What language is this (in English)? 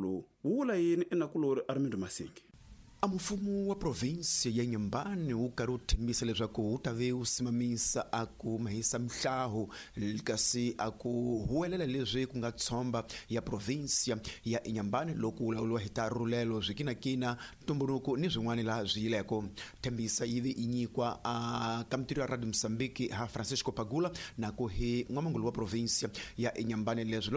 Tsonga